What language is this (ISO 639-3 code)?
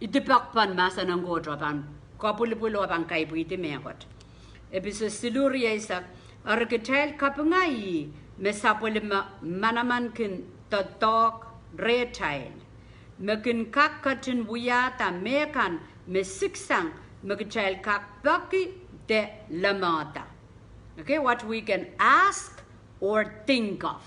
pon